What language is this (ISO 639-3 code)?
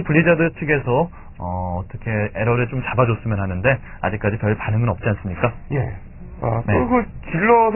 kor